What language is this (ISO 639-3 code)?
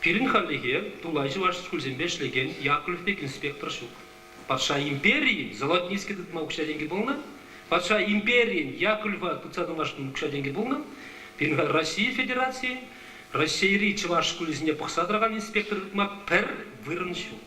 chv